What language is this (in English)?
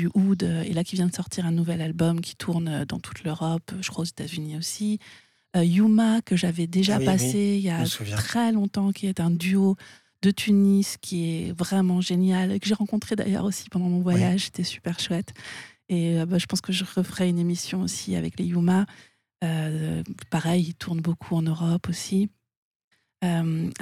French